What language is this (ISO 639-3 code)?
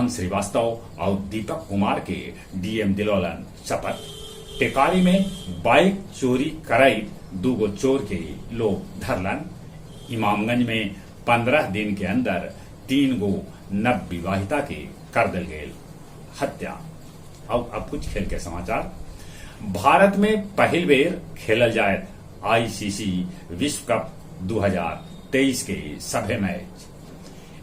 mag